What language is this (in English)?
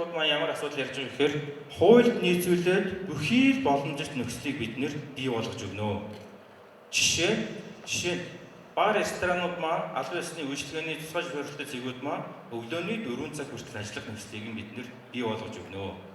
Mongolian